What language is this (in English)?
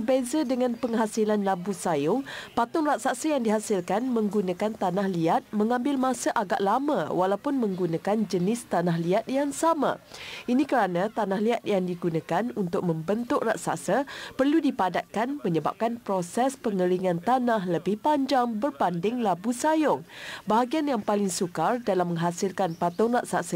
Malay